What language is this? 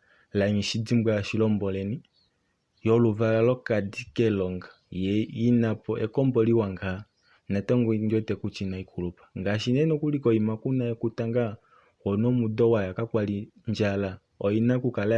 Kuanyama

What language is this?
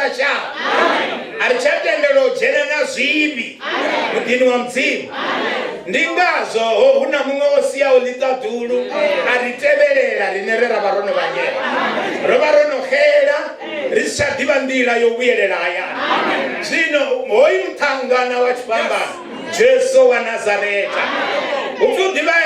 Venda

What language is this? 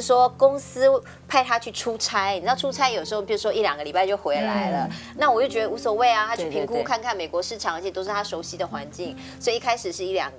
Chinese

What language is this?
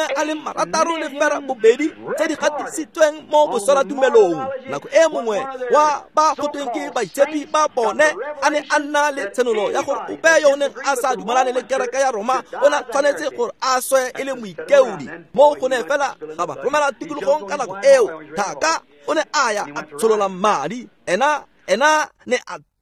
Tswana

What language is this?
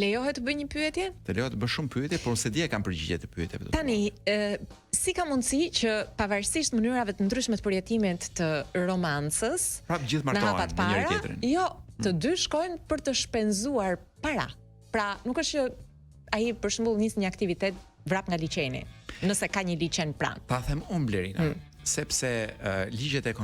Albanian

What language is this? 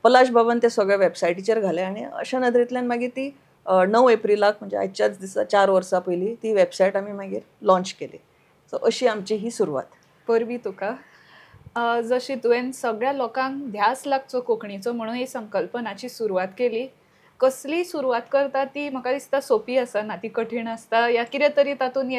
Konkani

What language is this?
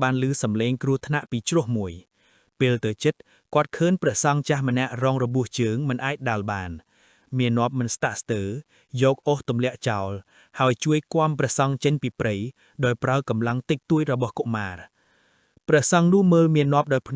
Khmer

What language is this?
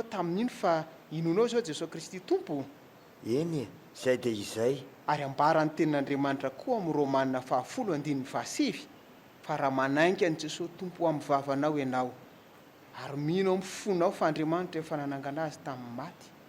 Malagasy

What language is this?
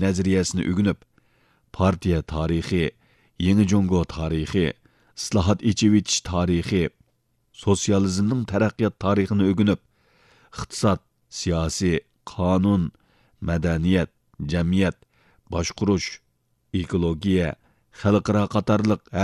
Uyghur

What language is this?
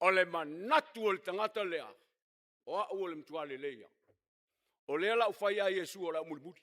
Samoan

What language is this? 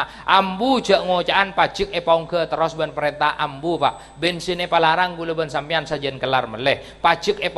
Madurese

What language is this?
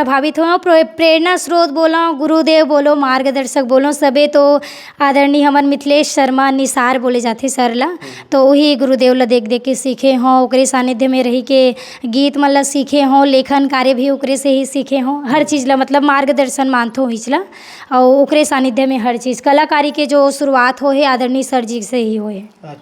Chhattisgarhi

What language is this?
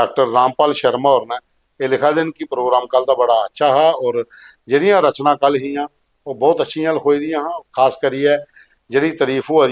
Dogri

